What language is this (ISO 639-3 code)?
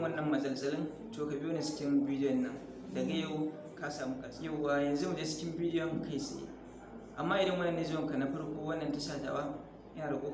hau